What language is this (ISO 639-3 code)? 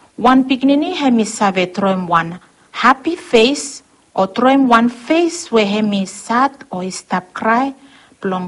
bis